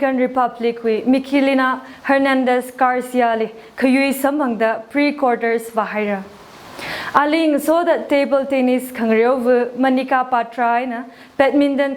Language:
Tangkhul Naga (India)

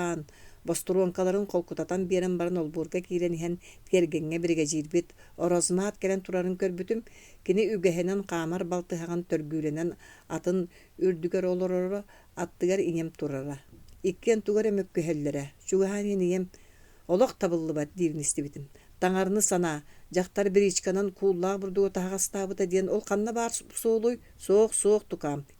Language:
Yakut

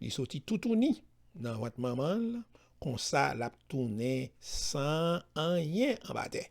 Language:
Haitian Creole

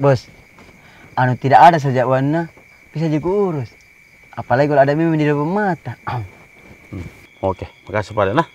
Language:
Makassar Malay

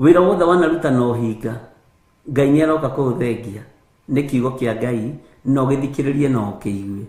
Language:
Kikuyu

